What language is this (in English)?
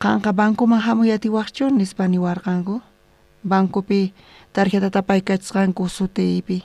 South Bolivian Quechua